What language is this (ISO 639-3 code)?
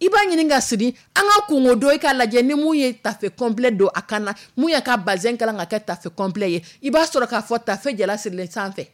dyu